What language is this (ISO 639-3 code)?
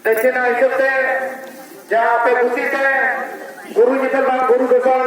sat